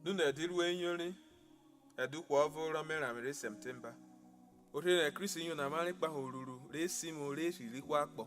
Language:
Urhobo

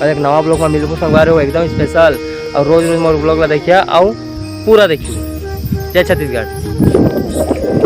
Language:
Chhattisgarhi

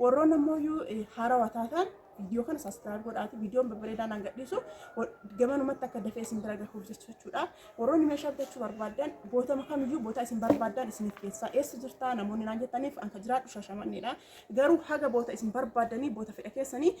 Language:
Oromo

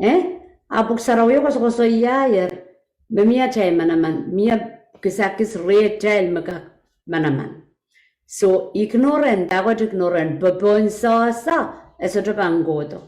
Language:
Pohnpeian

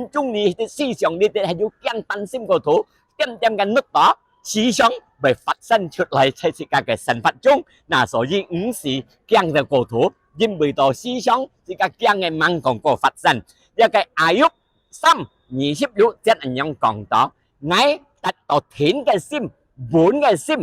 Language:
Hakka Chinese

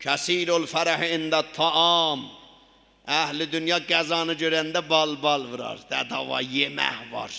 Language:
South Azerbaijani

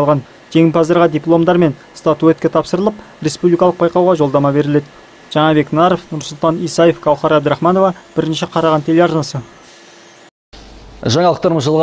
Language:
Kazakh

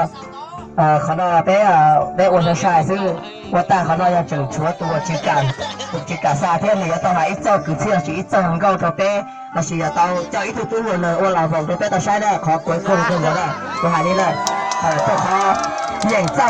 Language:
Hmong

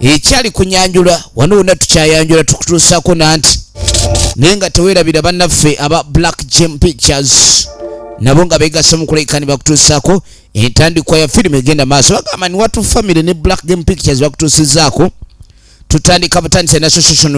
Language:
Ganda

